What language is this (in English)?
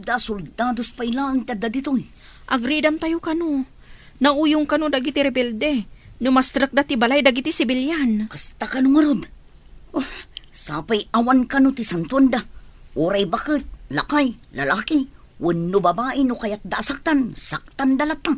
Iloko